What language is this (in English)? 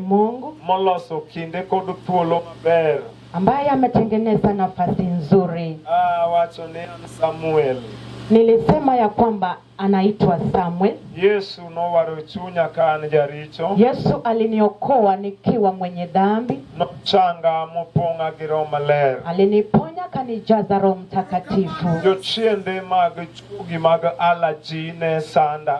Luo (Kenya and Tanzania)